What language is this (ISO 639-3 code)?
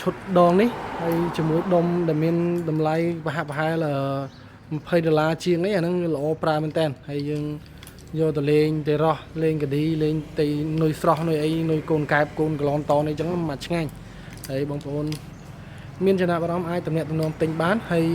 khm